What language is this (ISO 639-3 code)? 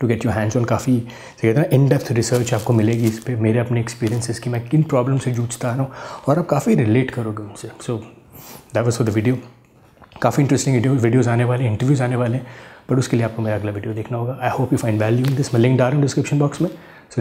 hin